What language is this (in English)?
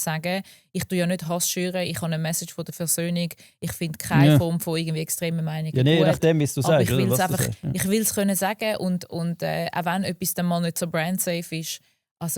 Swiss German